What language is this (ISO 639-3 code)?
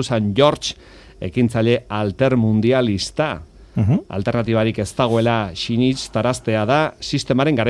eus